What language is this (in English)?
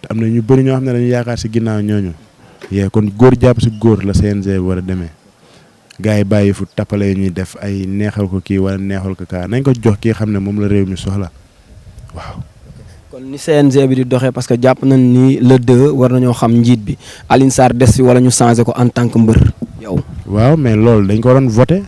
Wolof